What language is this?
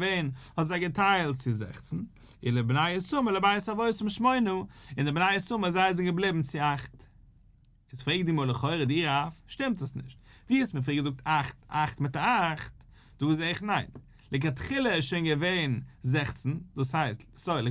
Yiddish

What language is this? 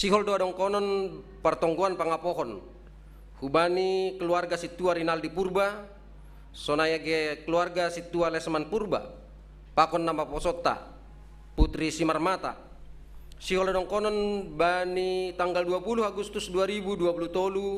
Batak Simalungun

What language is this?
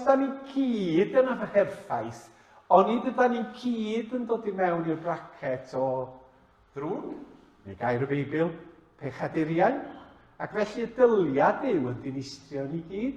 Welsh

